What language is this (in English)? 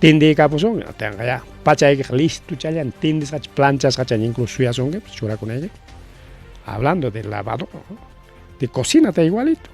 Ayacucho Quechua